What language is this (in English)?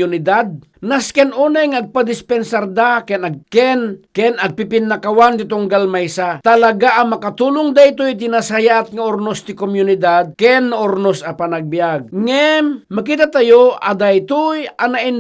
Iloko